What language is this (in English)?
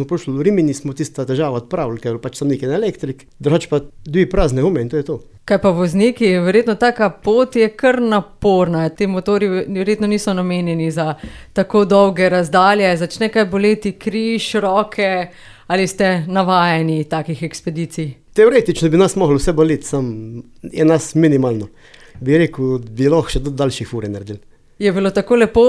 Slovenian